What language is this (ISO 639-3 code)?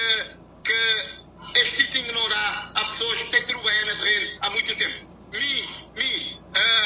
kea